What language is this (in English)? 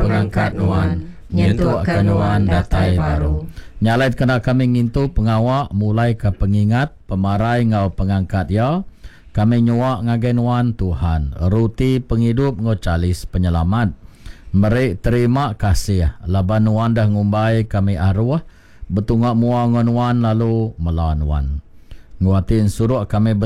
Iban